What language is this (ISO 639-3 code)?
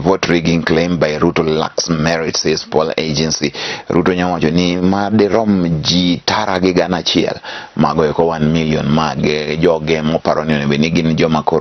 luo